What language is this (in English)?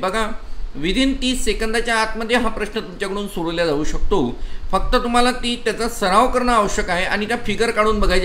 Marathi